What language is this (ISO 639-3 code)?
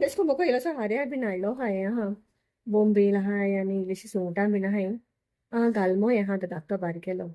kok